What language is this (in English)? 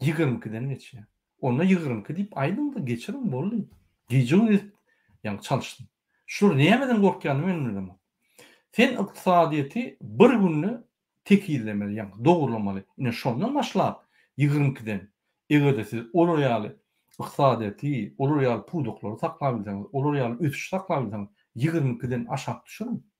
Turkmen